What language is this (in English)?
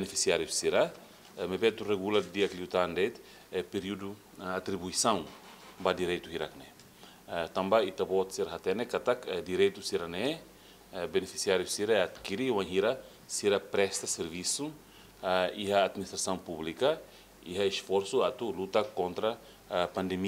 Tetum